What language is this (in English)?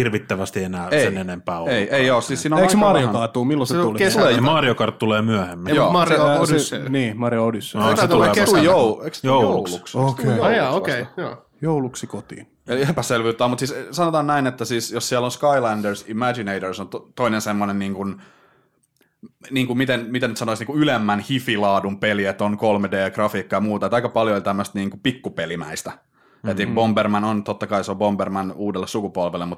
Finnish